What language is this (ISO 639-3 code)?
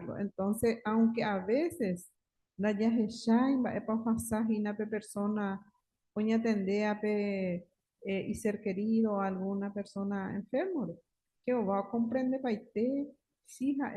grn